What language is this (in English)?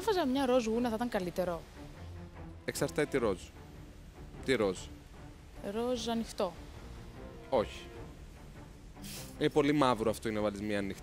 Greek